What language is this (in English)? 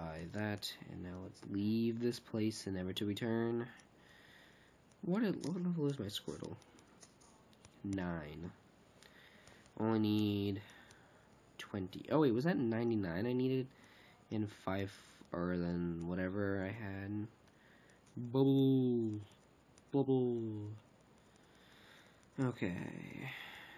English